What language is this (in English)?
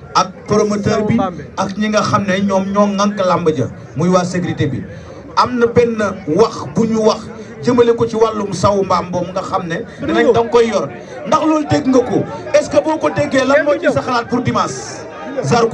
Wolof